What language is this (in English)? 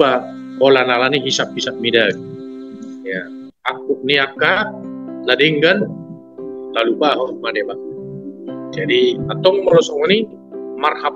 Batak Toba